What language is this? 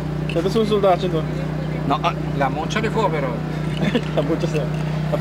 Papiamento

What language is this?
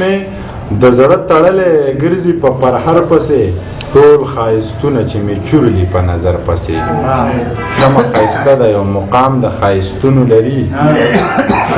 Pashto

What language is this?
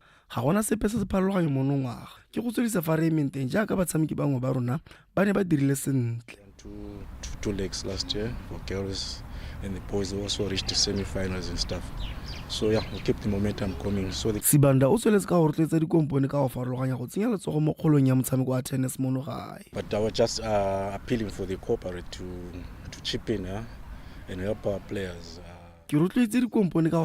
Tswana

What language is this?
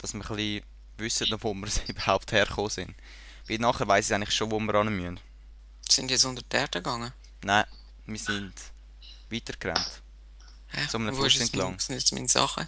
Swiss German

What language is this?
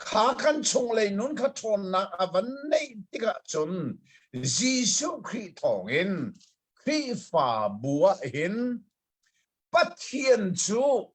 Hakha Chin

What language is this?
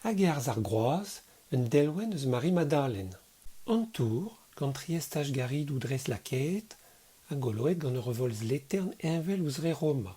Breton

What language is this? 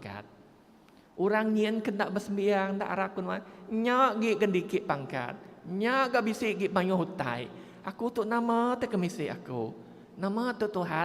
Iban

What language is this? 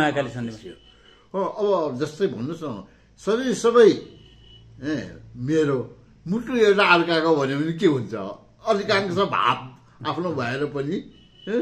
Nepali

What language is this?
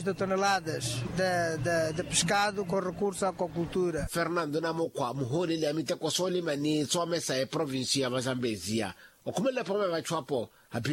Makhuwa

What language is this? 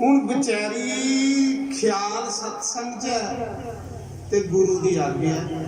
Dogri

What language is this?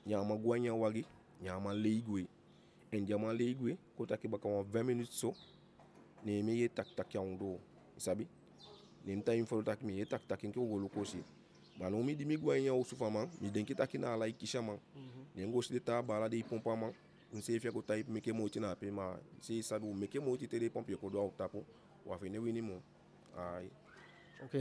Eastern Maroon Creole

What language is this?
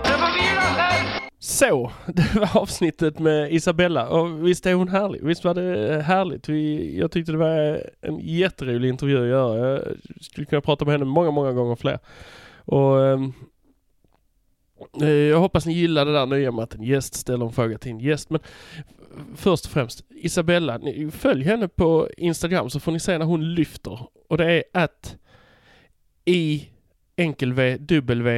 Swedish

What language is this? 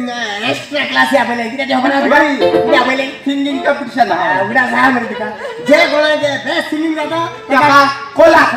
Konkani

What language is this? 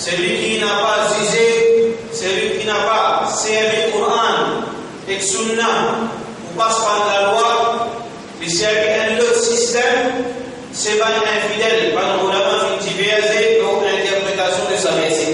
Morisyen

